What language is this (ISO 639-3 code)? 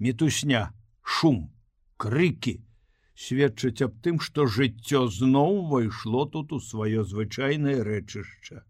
bel